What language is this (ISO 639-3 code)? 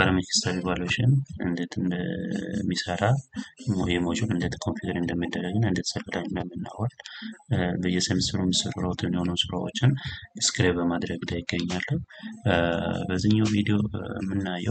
amh